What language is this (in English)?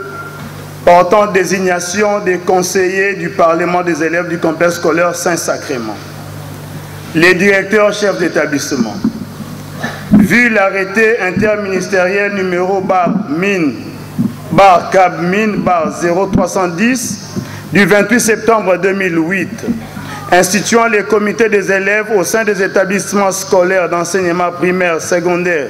French